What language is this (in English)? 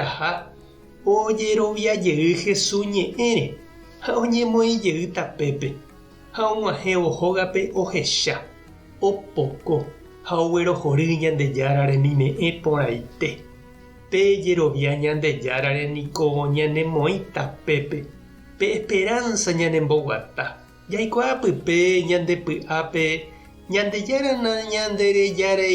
Guarani